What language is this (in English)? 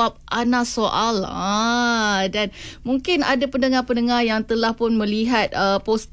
Malay